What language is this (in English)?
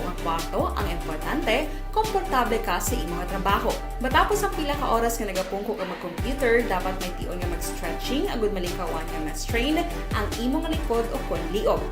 Hiligaynon